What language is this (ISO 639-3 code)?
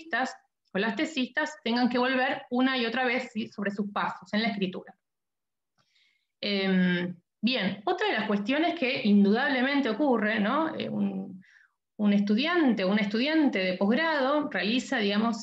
spa